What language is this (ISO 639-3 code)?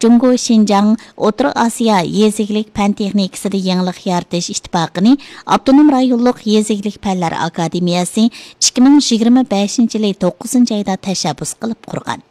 uig